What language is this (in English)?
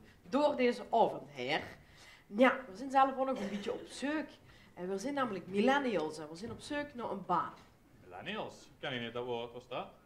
Limburgish